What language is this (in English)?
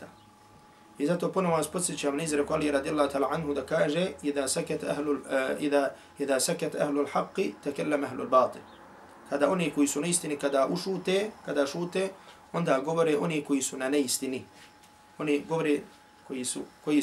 Bosnian